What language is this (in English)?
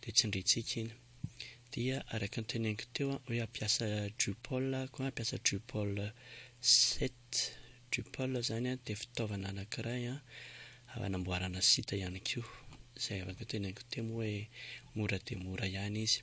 Malagasy